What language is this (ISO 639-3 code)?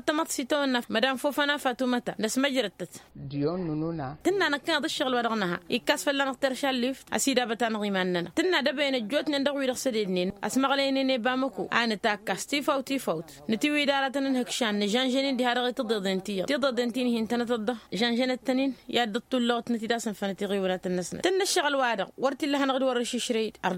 taq